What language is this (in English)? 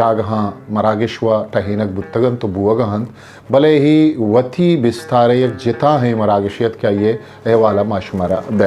Eastern Balochi